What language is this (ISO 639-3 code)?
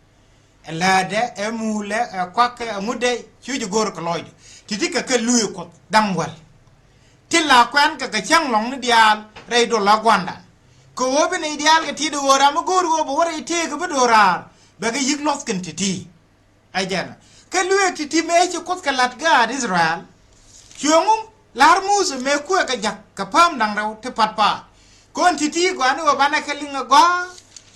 nus